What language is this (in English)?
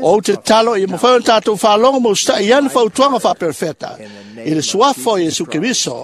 Samoan